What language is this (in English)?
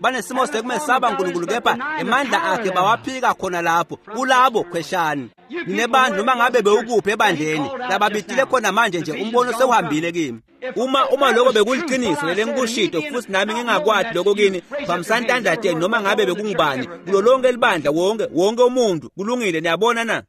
Swati